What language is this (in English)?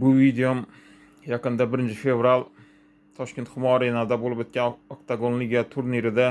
Uzbek